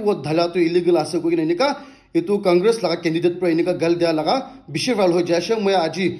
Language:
Naga Pidgin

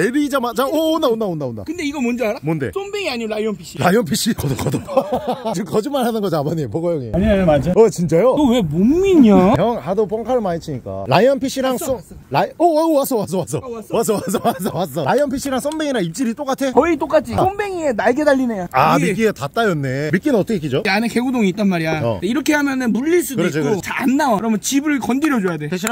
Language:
Korean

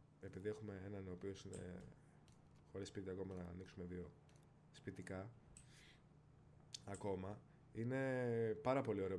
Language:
Greek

